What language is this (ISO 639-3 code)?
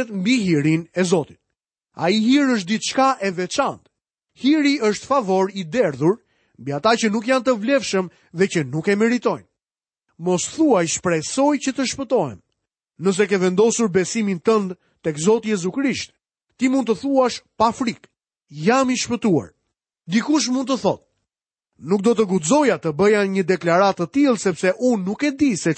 sqi